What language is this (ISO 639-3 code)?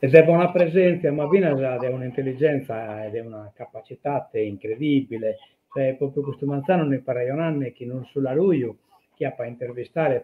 srd